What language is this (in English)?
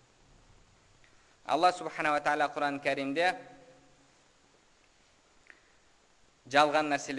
Kazakh